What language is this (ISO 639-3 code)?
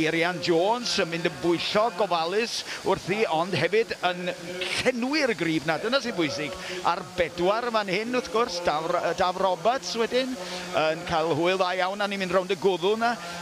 cym